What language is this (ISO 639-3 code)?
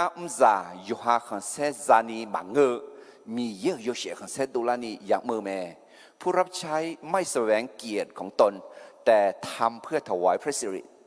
ahk